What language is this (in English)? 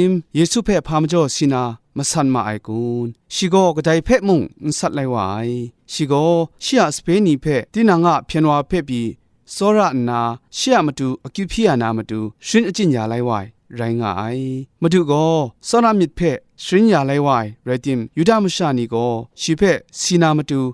Kachin